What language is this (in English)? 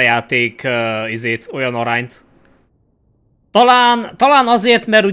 Hungarian